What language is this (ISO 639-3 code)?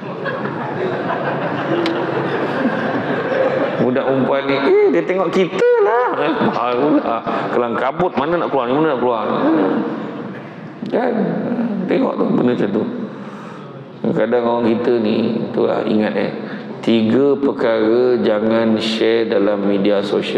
msa